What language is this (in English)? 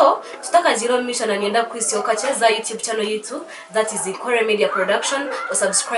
Nyankole